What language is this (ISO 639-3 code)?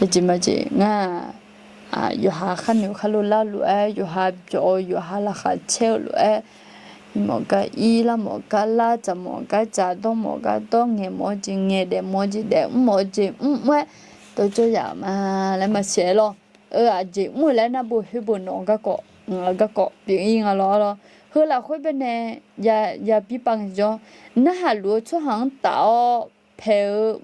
ahk